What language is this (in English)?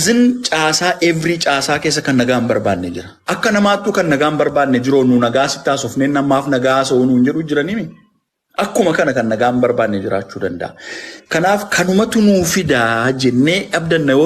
Oromo